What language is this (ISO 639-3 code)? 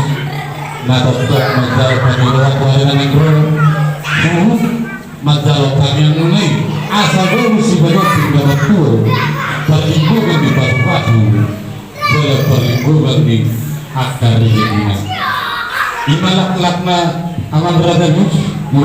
bbc